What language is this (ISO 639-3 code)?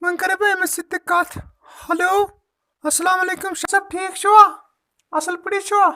kas